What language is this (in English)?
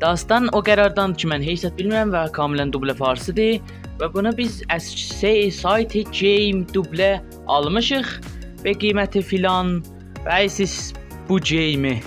South Azerbaijani